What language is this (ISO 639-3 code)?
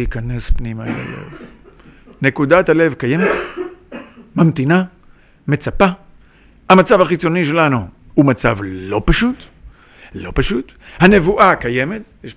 heb